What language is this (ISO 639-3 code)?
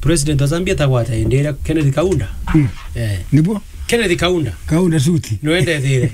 mer